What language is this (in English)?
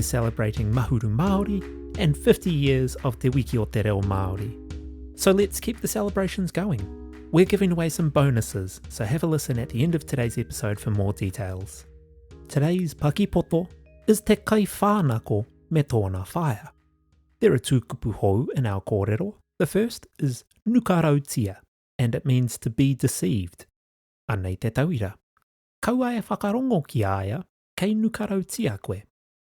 Māori